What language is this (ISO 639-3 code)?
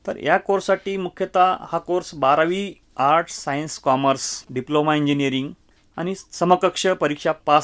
mar